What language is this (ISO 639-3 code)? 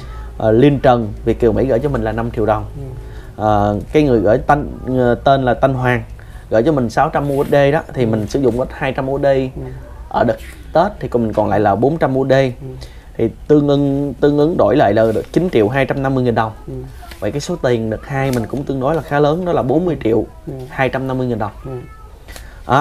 vie